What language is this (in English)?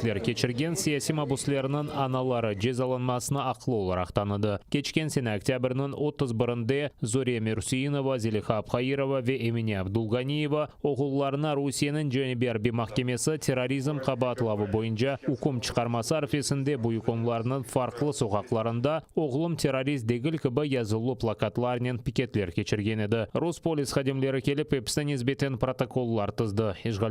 Crimean Tatar